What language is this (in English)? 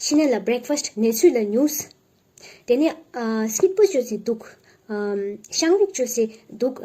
Ladakhi